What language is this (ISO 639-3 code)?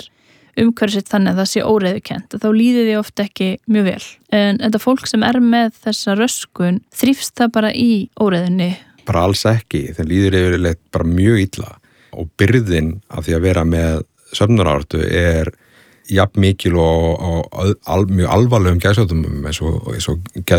isl